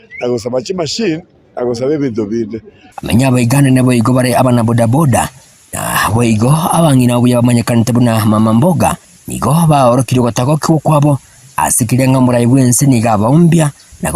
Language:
Gusii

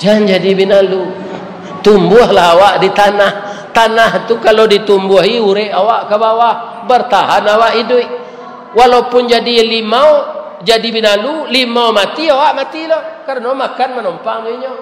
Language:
Minangkabau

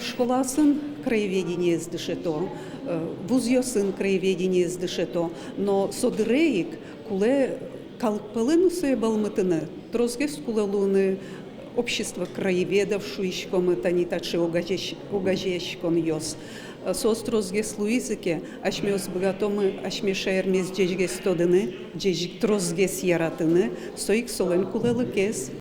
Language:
Udmurt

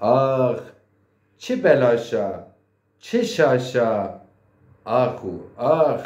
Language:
Zaza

